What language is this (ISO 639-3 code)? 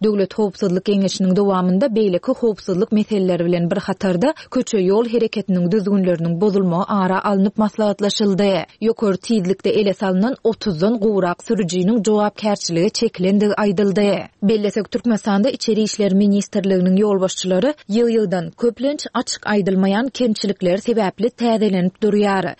tuk